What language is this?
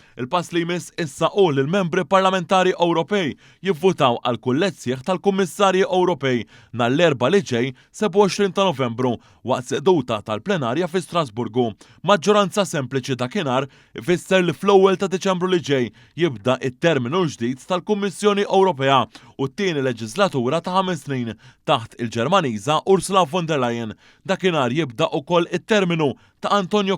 Maltese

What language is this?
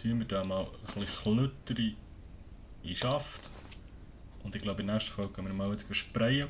Swiss German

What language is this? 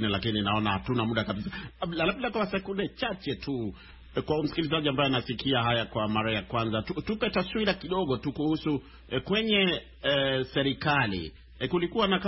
Swahili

